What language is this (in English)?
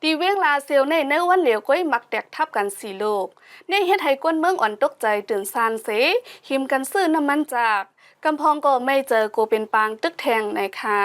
Shan